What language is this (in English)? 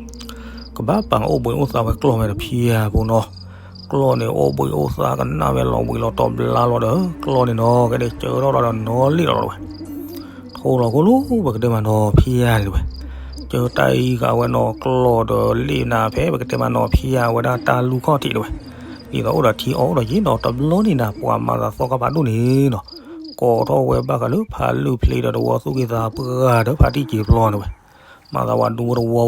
S'gaw Karen